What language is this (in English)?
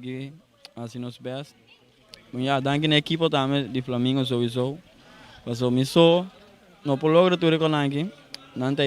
Papiamento